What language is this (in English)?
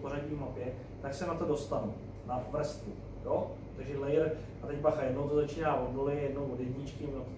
Czech